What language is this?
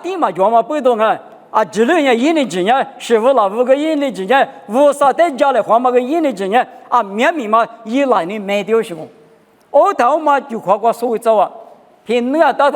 Lisu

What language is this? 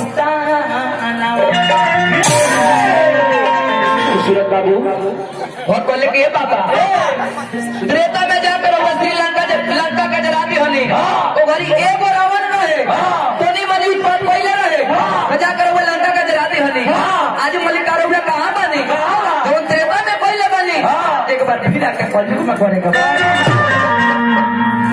Bhojpuri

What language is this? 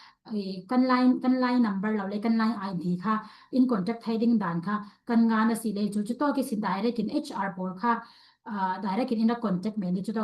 Falam Chin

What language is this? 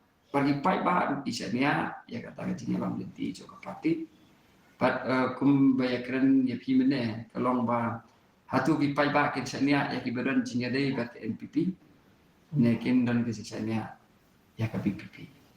Khasi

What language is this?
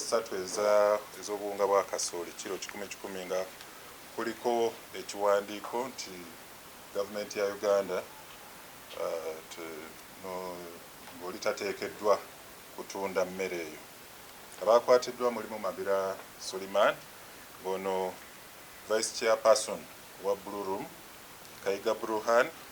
Ganda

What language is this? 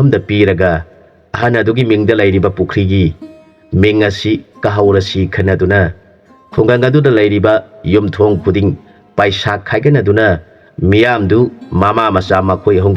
Manipuri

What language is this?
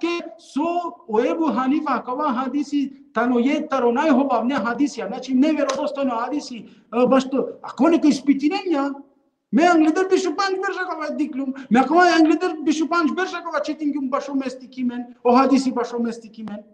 Balkan Romani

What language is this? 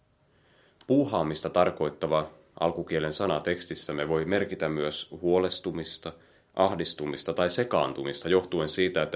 Finnish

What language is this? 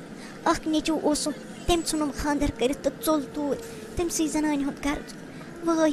Kashmiri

